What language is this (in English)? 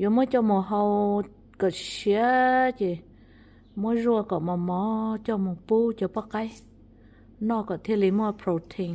Hmong